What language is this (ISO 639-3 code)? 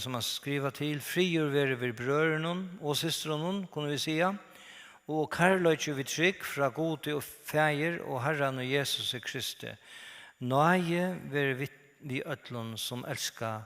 fao